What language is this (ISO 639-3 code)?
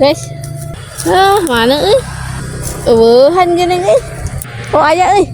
sun